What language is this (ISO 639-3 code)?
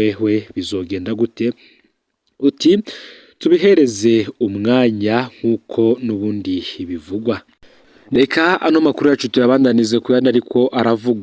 run